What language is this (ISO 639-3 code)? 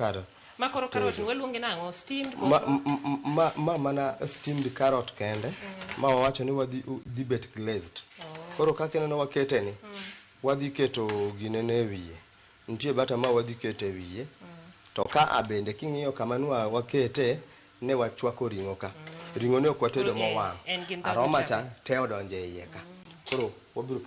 luo